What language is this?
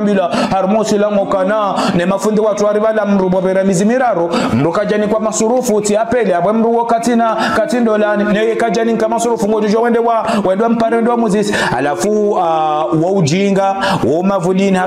Ngazidja Comorian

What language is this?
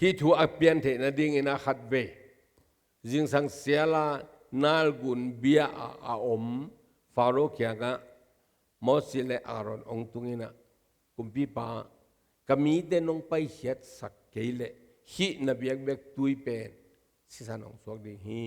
Tedim Chin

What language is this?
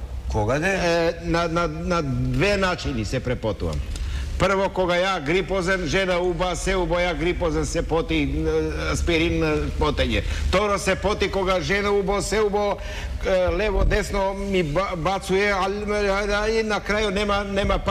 Macedonian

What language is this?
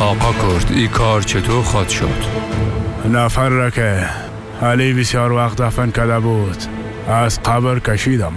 Persian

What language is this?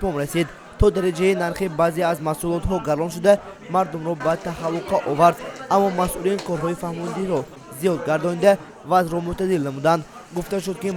Tajik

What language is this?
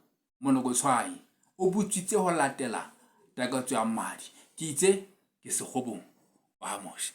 Southern Sotho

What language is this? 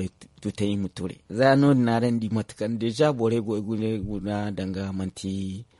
Zarma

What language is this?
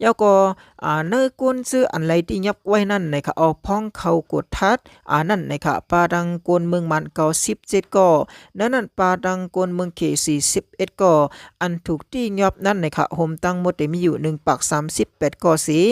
Shan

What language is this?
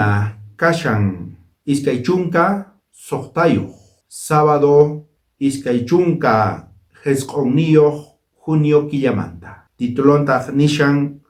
South Bolivian Quechua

